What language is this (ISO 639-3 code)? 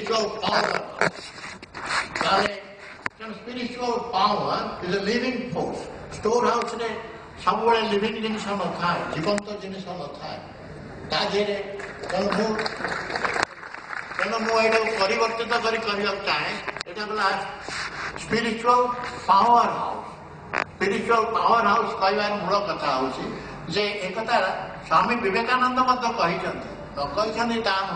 ori